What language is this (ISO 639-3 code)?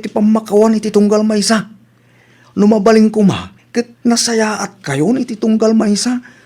ilo